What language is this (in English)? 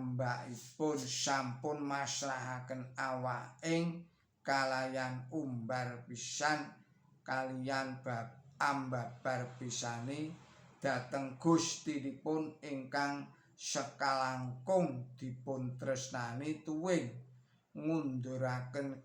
Javanese